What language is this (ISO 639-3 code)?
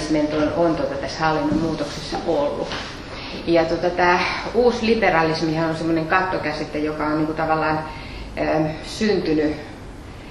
fin